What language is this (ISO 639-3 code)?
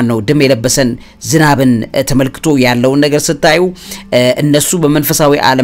amh